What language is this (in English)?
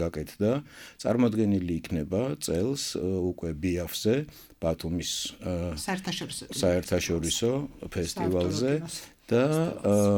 Georgian